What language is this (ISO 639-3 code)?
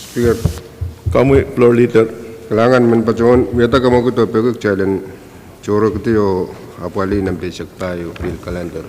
pon